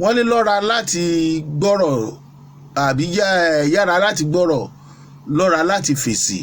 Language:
Yoruba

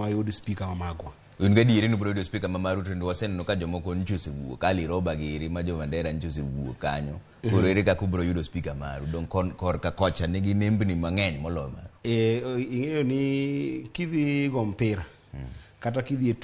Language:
Luo (Kenya and Tanzania)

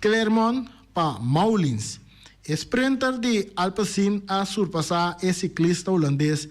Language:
Papiamento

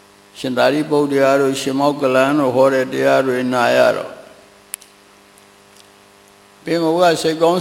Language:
Burmese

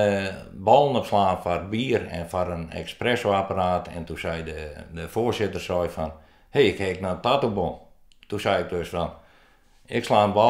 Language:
Western Frisian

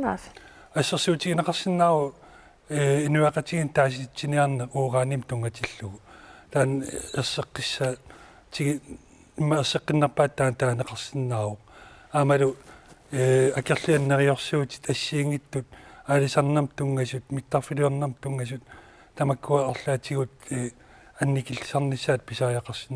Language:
Kalaallisut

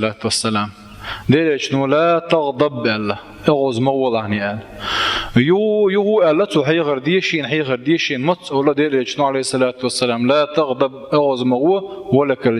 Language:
Chechen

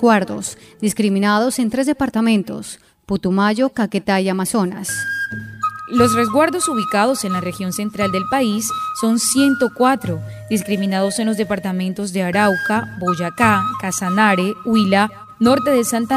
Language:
Spanish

